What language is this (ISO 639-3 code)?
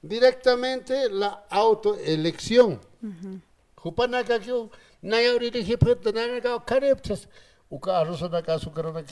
aym